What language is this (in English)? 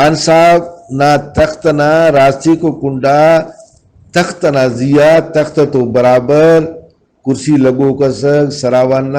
Brahui